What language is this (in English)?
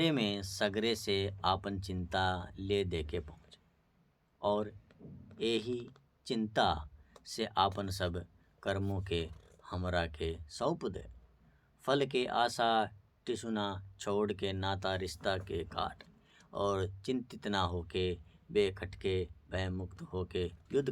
Bhojpuri